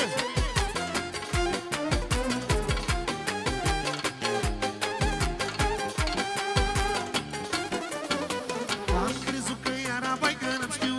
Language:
Romanian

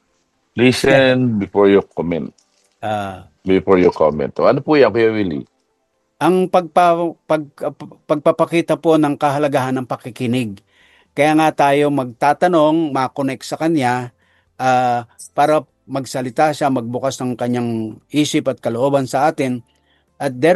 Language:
Filipino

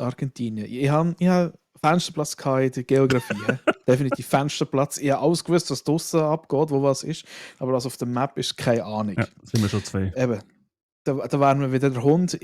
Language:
Swiss German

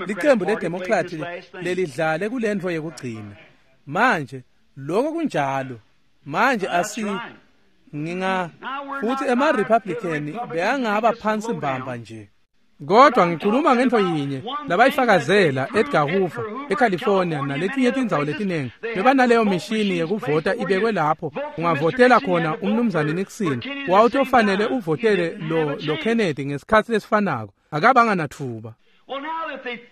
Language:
Swati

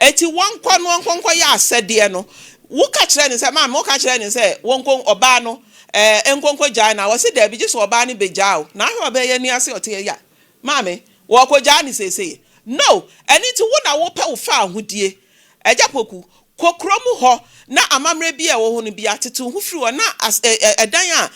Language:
Akan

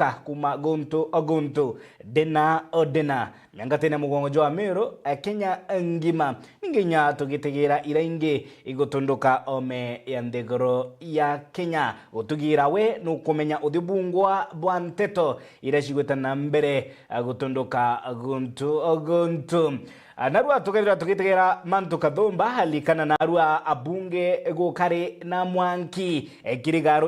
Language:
Meru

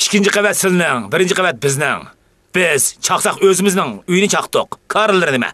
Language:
Uyghur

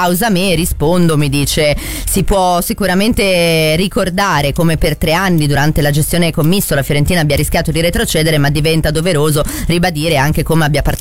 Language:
Italian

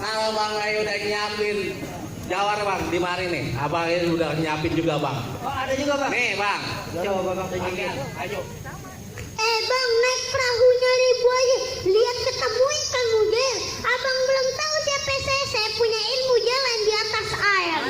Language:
Betawi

